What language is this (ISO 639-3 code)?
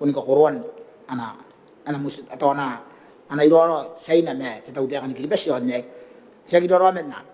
gil